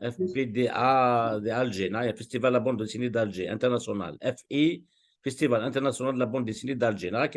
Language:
Kabyle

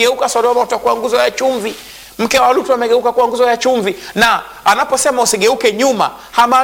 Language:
Swahili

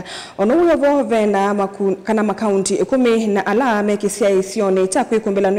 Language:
Kamba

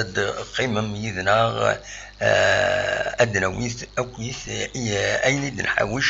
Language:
Kabyle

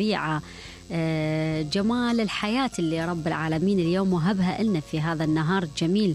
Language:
Mesopotamian Arabic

